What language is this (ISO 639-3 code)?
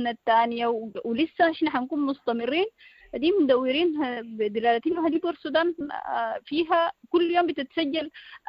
apd